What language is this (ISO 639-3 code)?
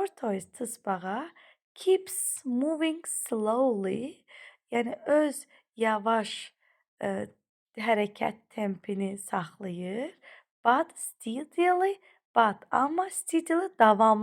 aze